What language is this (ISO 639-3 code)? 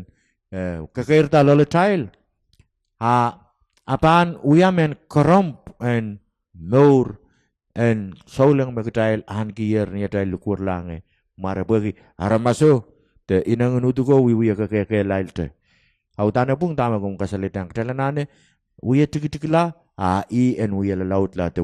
pon